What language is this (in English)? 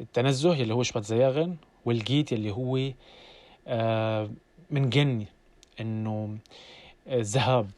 North Levantine Arabic